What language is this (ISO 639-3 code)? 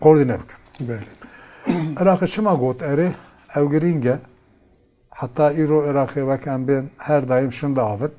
kur